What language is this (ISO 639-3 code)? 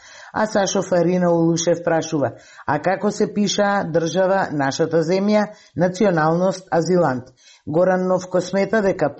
mkd